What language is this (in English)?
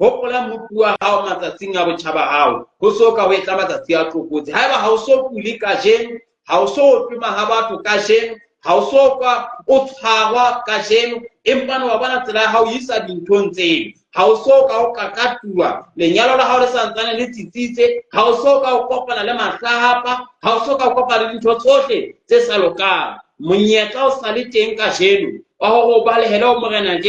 Southern Sotho